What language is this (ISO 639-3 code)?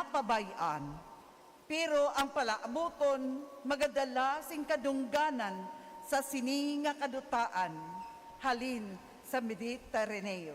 hil